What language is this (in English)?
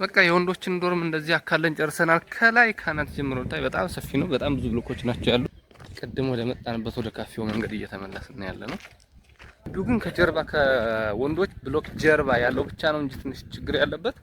Amharic